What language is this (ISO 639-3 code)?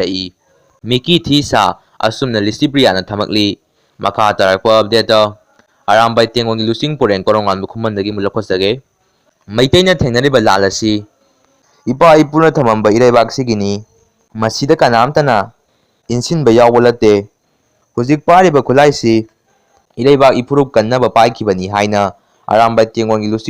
mni